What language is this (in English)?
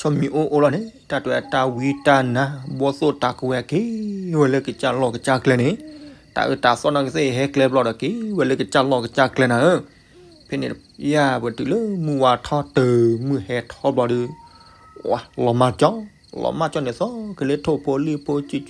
S'gaw Karen